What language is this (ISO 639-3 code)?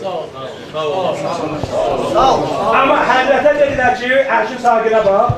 azb